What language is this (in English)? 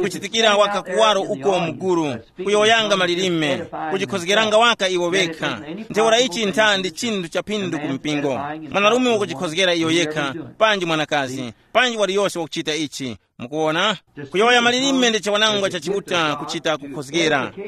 Tumbuka